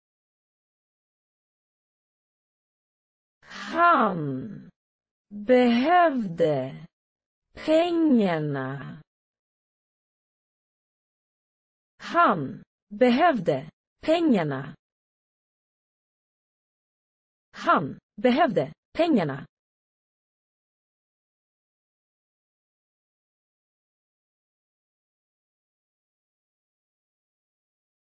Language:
Swedish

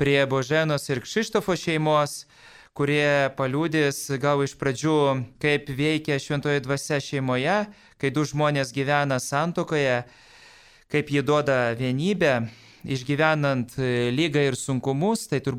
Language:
Lithuanian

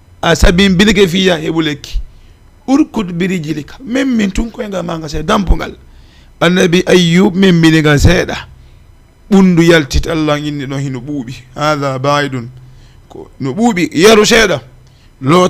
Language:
Fula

